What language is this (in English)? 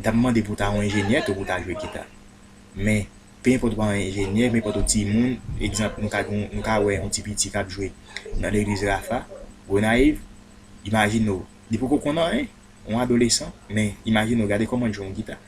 Haitian Creole